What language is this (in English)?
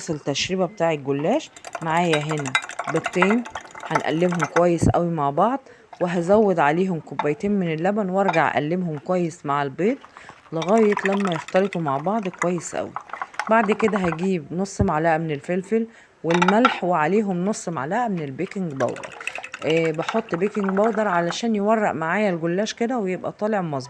Egyptian Arabic